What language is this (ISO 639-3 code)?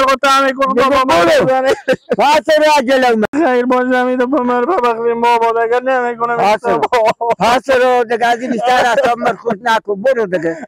haz